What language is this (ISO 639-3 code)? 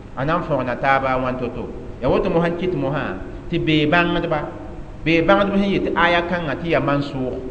mos